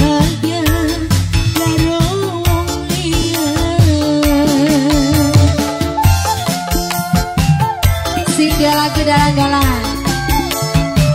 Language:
Javanese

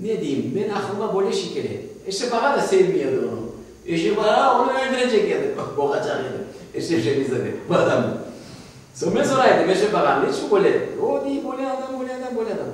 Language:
Crimean Tatar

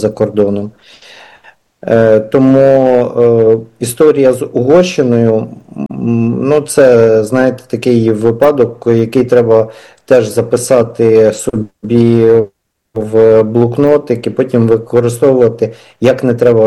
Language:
Ukrainian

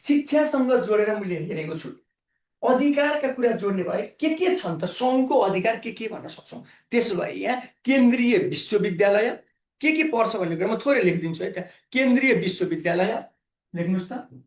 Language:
Nepali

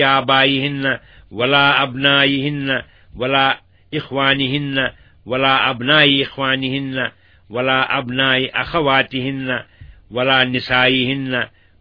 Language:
Kashmiri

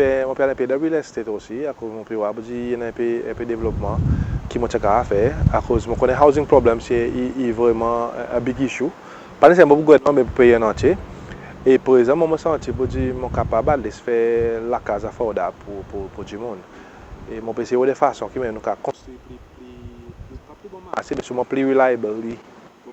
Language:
Seselwa Creole French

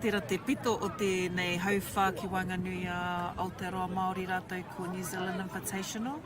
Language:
Māori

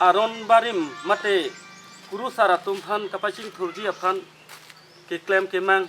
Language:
Karbi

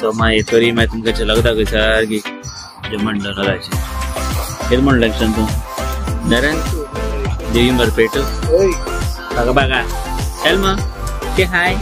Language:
Konkani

